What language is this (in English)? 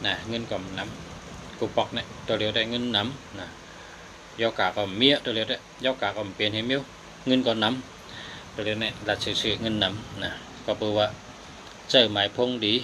Shan